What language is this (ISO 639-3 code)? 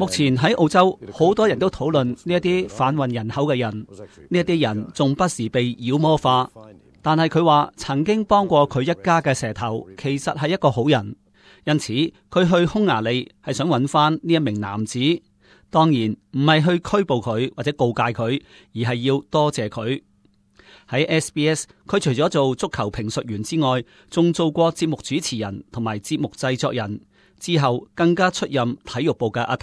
yue